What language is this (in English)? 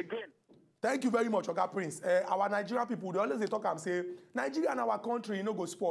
Nigerian Pidgin